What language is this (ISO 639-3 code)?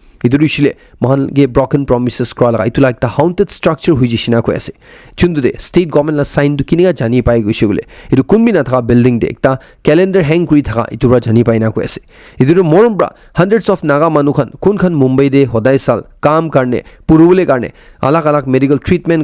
nag